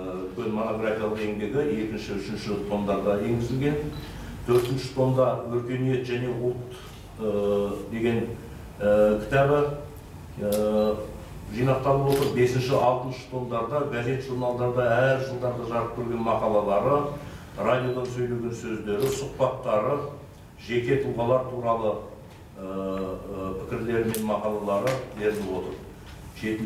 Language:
Kazakh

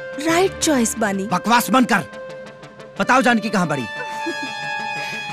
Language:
Bhojpuri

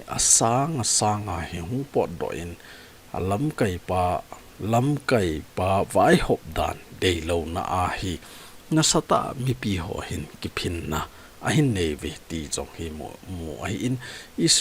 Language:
Thado Chin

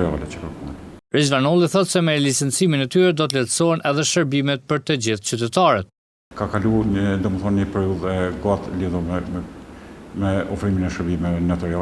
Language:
Albanian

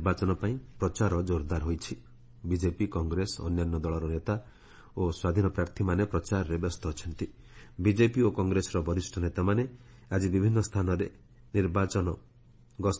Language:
Odia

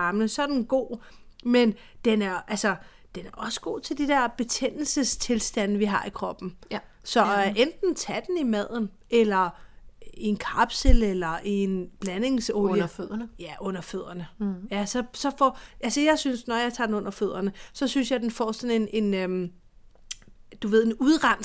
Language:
Danish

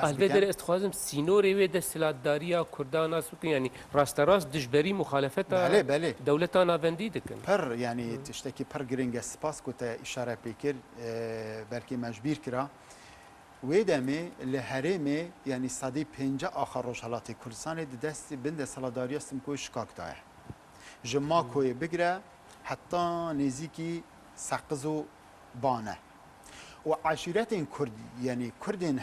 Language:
Kurdish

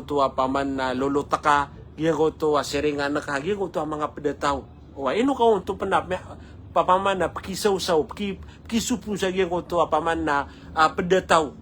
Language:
Maranao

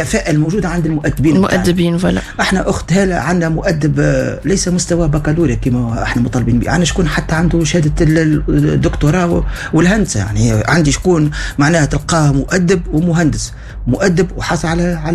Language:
Tunisian Arabic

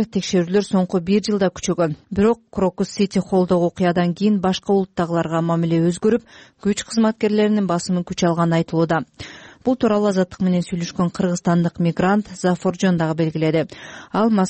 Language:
Kyrgyz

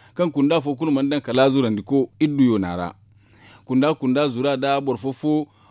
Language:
Zarma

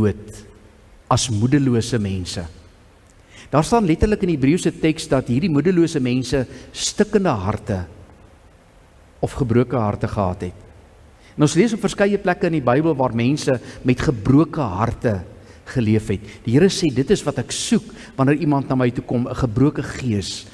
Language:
Afrikaans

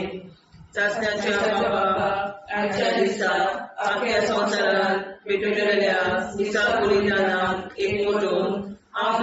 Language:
Konkani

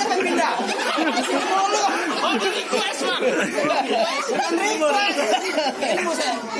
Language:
Betawi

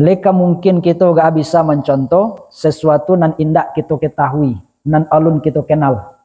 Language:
Minangkabau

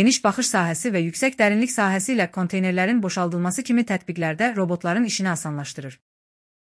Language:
Azerbaijani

